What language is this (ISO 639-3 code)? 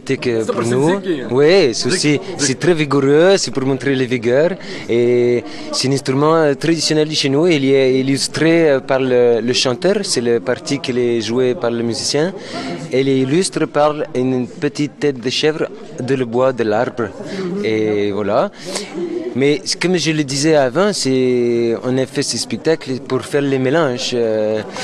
fra